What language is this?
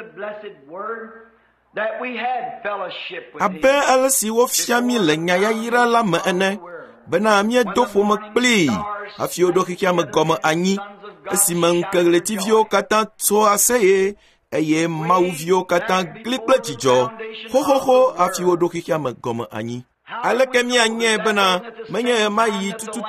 Ewe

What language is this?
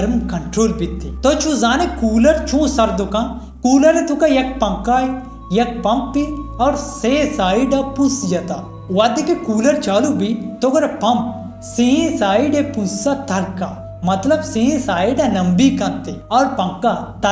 Baluchi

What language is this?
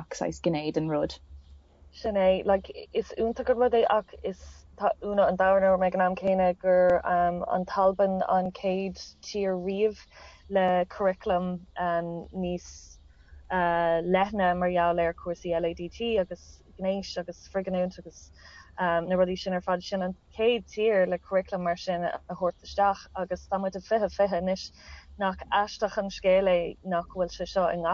Irish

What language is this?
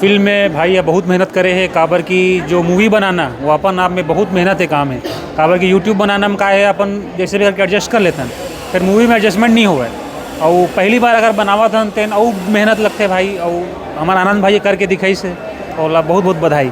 Chhattisgarhi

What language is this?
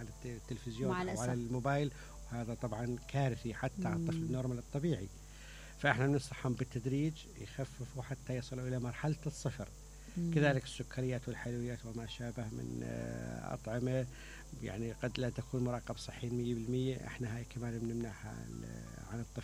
Mesopotamian Arabic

